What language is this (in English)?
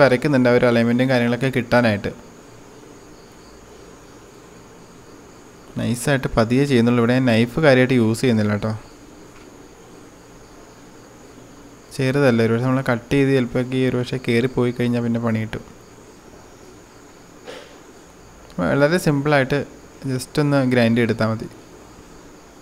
Malayalam